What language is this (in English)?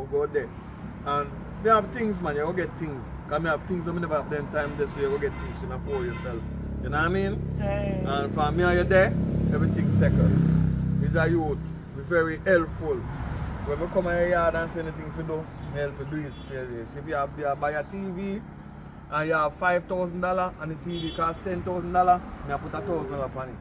Jamaican Creole English